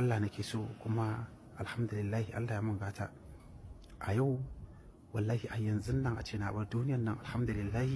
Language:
Hausa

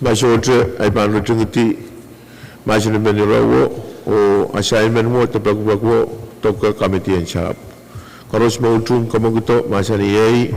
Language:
Pohnpeian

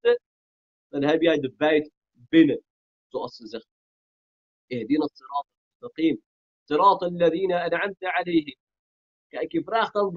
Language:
Dutch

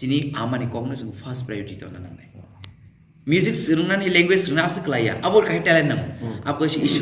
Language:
Kok Borok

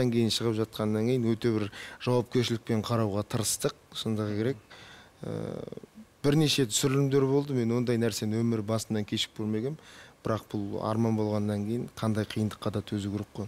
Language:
Kazakh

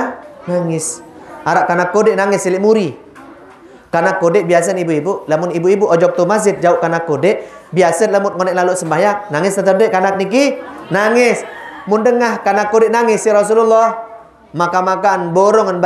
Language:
Sasak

